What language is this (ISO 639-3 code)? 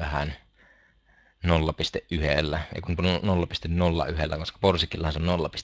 fin